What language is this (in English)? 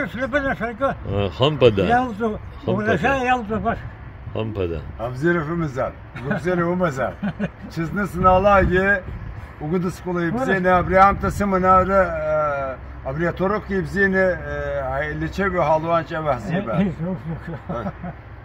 Abkhazian